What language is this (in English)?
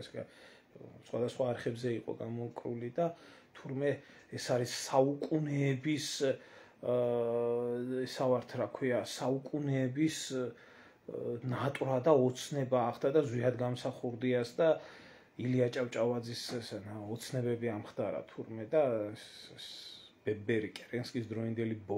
Georgian